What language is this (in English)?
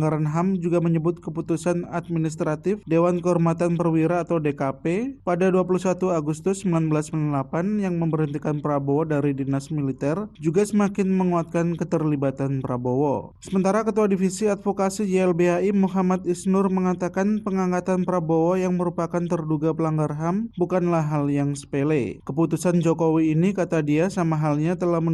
Indonesian